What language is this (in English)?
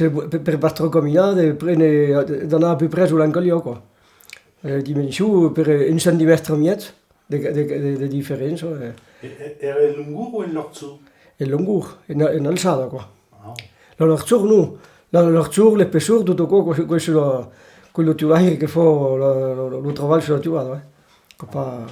Occitan